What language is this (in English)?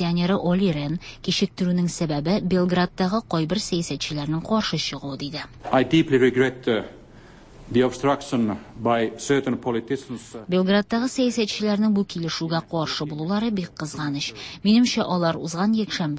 Tatar